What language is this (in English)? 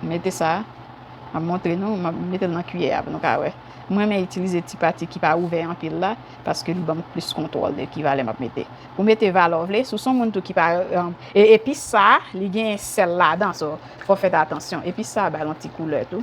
Haitian Creole